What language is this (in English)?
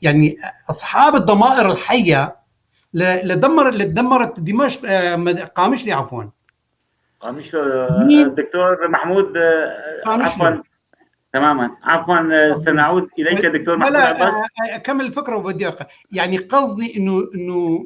North Levantine Arabic